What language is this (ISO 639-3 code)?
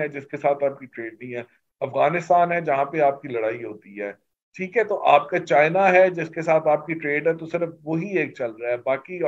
urd